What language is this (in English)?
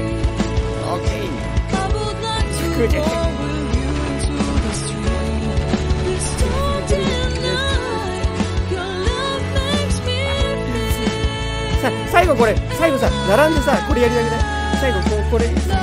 Japanese